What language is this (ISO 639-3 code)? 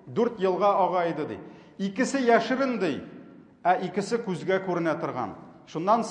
tat